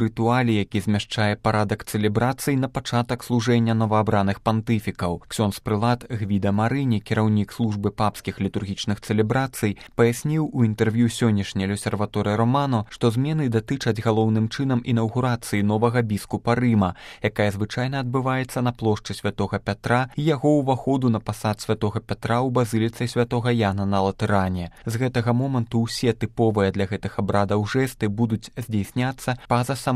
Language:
Belarusian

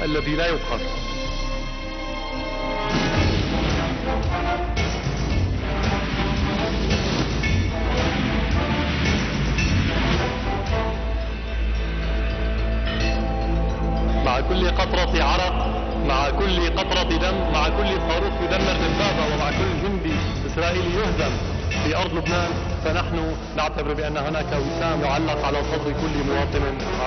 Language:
Arabic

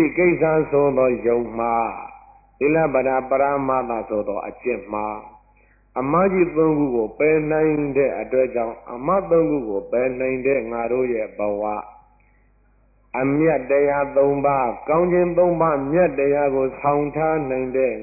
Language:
Burmese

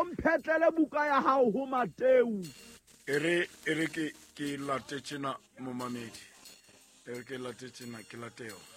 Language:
Southern Sotho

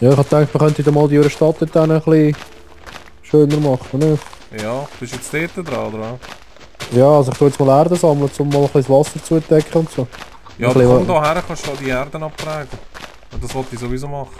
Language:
Swiss German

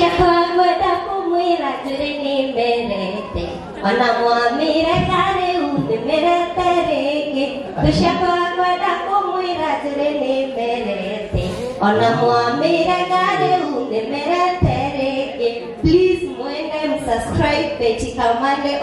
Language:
Kikuyu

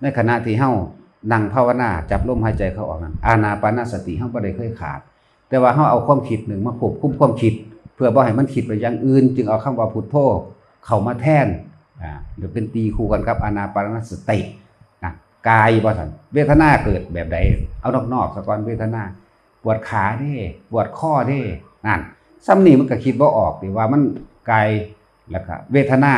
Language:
Northeastern Thai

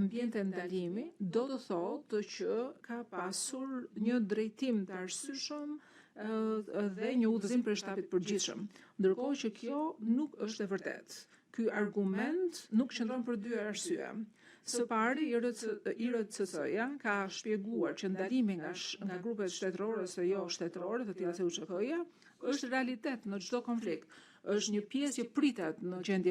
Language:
Albanian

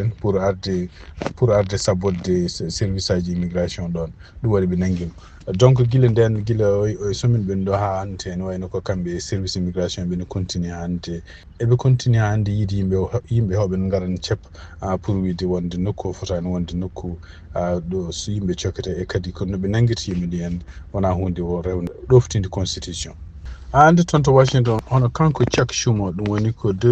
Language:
Fula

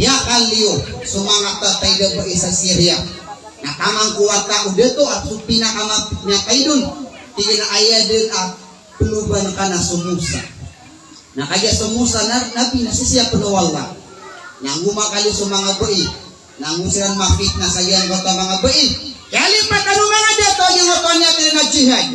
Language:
Maranao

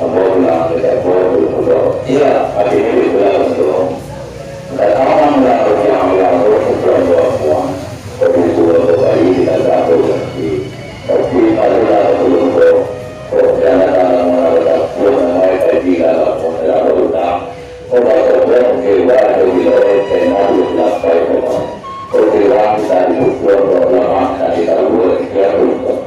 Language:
Minangkabau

